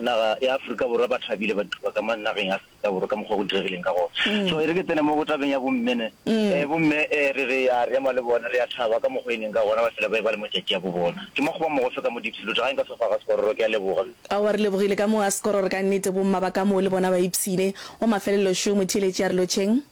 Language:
Northern Sotho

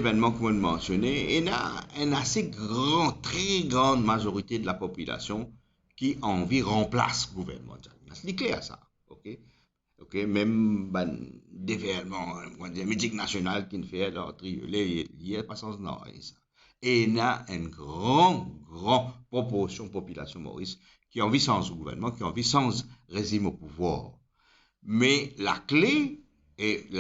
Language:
Morisyen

